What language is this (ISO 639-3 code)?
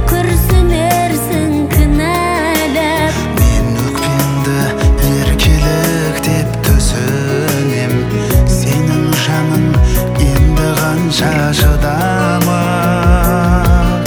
kaz